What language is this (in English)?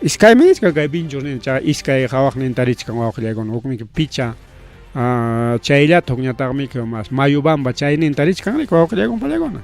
Ayacucho Quechua